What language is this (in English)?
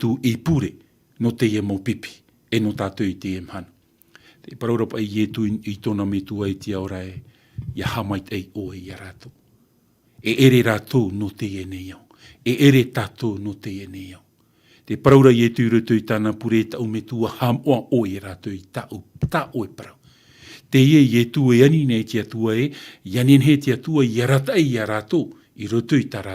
Tahitian